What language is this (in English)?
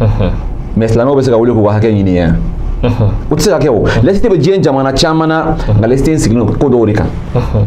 Bambara